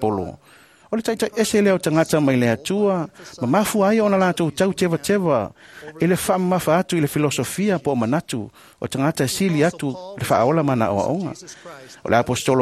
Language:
Samoan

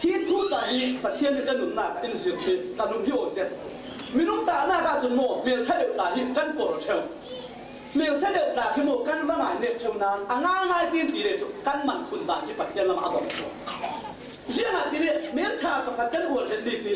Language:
Falam Chin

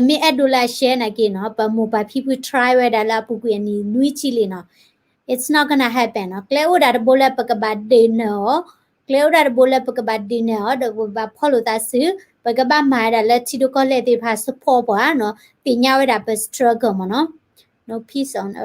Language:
S'gaw Karen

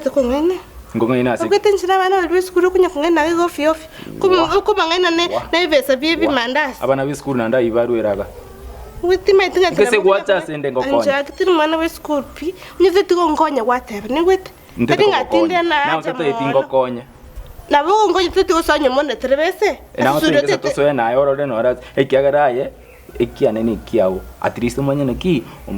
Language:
Gusii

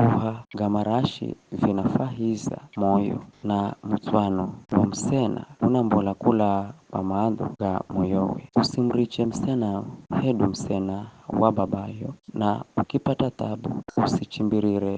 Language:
Giryama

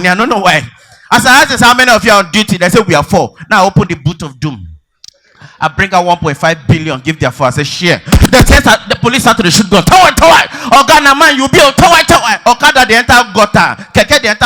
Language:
Nigerian Pidgin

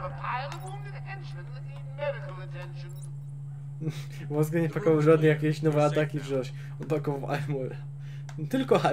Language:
Polish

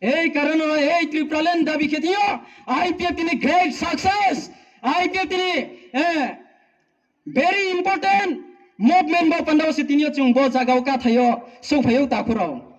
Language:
Riang (India)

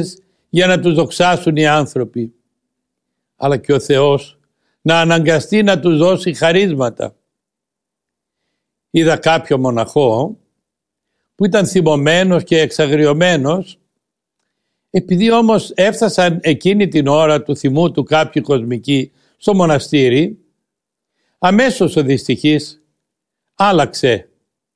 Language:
Greek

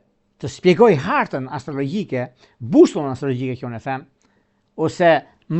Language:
Albanian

